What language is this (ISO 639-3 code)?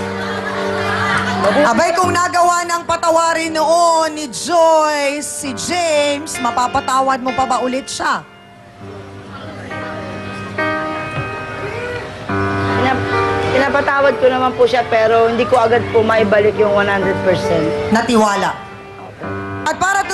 fil